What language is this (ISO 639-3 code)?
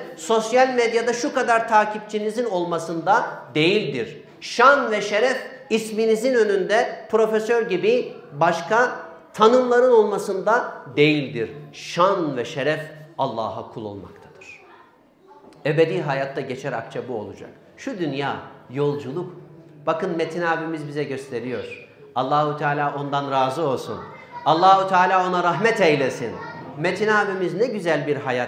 tur